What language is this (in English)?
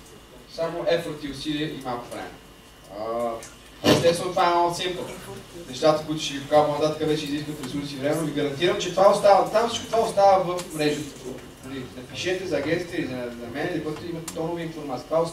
Bulgarian